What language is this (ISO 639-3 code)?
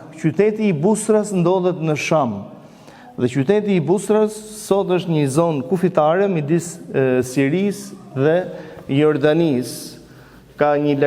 sqi